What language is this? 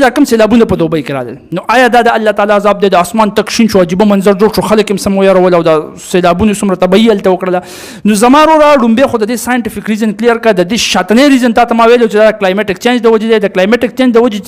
Pashto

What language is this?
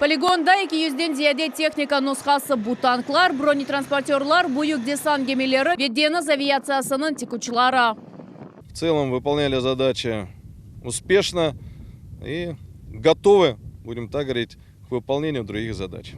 Crimean Tatar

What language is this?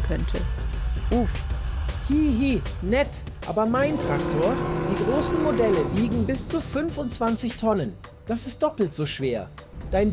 Swiss German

